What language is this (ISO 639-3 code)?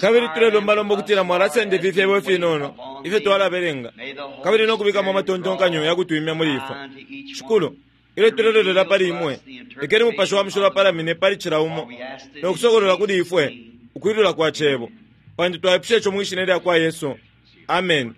bem